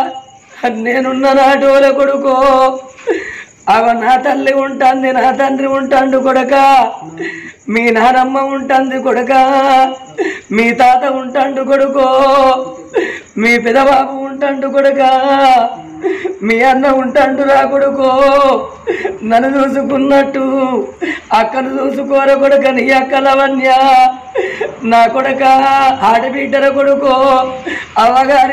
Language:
Telugu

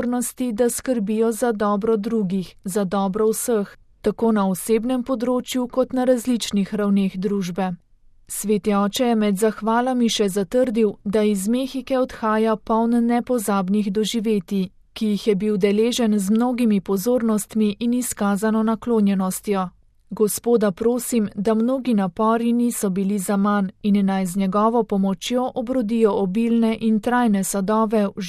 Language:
Slovenian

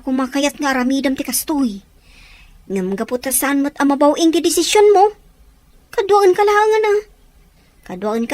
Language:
Iloko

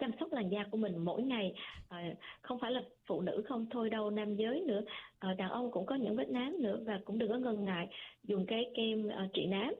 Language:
Vietnamese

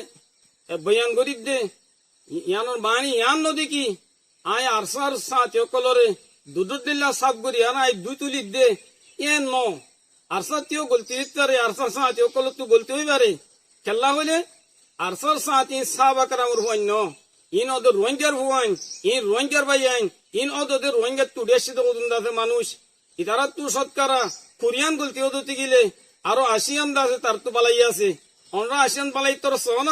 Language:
Rohingya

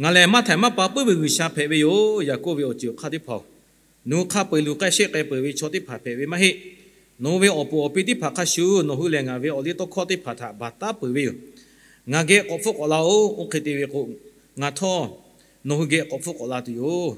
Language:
Lahu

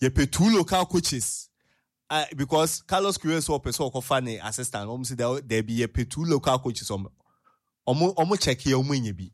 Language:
Akan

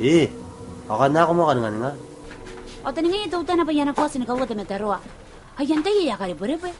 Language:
Gilbertese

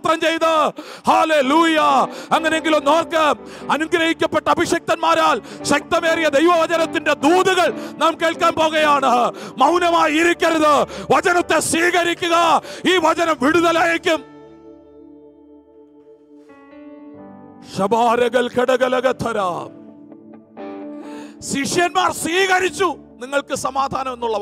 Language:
Malayalam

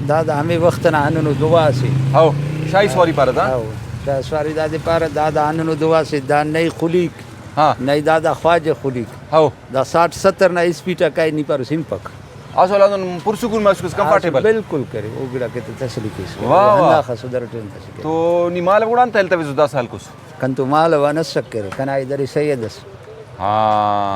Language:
Brahui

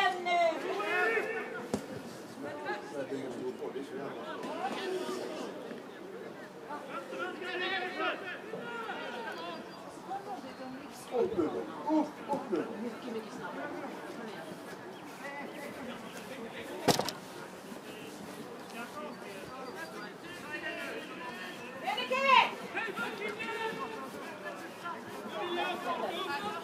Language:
Swedish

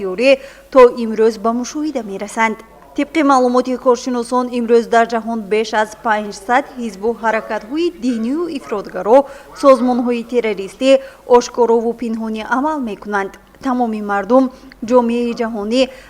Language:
Tajik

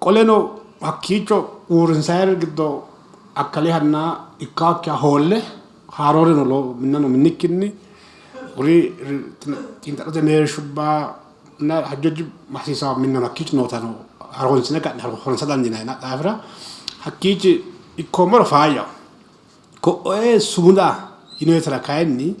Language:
Sidamo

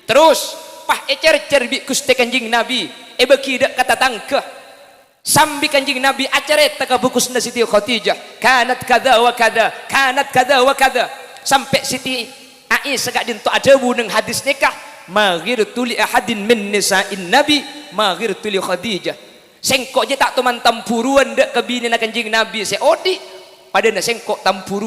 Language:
Madurese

